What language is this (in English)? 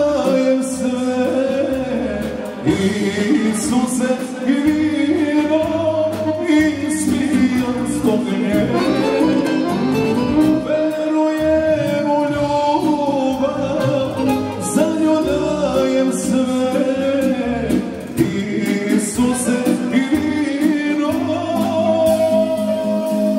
Serbian